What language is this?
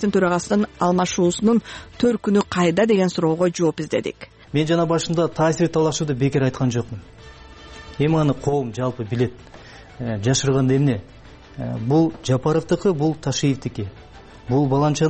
Kyrgyz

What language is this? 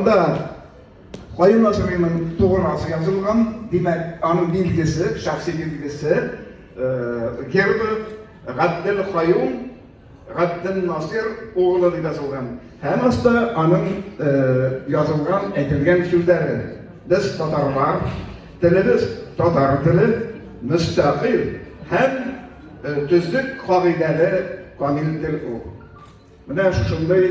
Tatar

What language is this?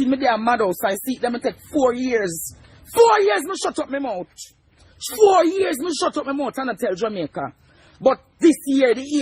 Jamaican Creole English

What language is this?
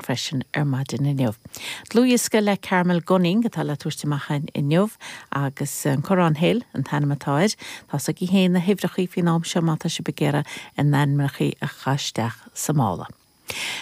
Irish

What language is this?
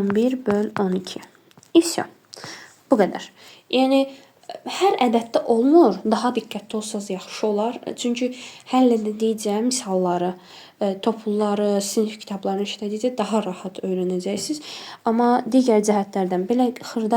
Azerbaijani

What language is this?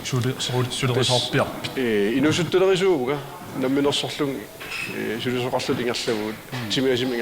Kalaallisut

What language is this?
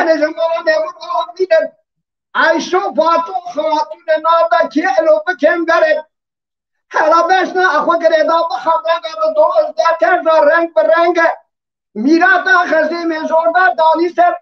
Kurdish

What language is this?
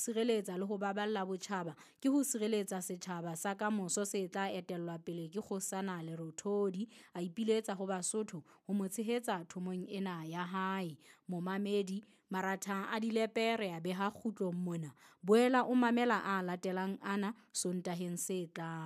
Southern Sotho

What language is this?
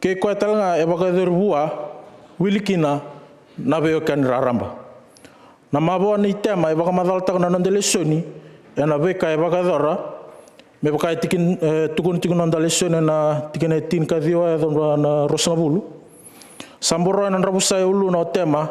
Fijian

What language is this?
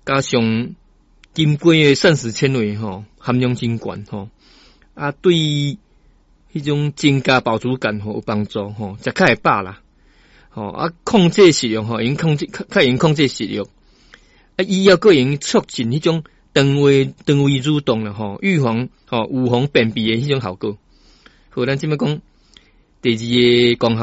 Min Nan Chinese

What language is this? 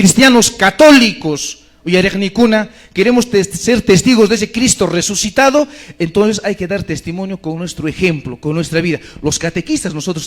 Quechua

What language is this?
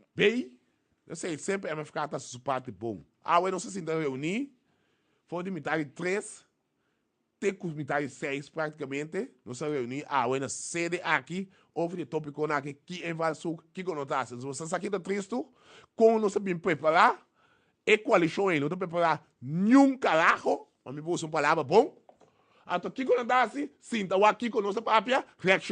Papiamento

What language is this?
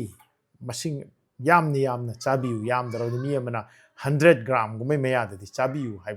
Manipuri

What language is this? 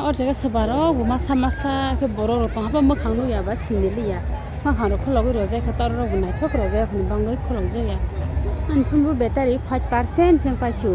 Kok Borok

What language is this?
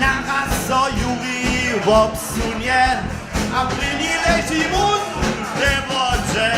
Upper Sorbian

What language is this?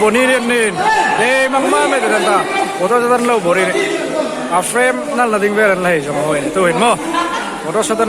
Hmar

